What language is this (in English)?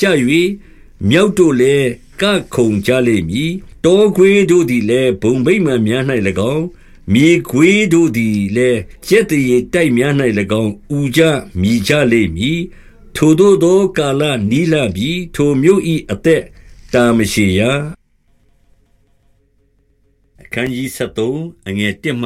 Burmese